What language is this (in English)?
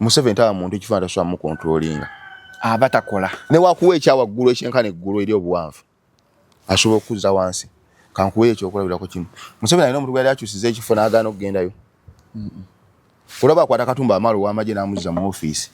Ganda